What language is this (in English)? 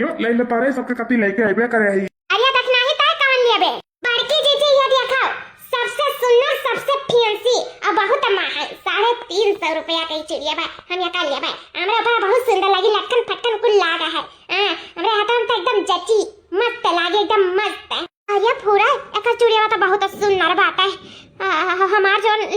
Awadhi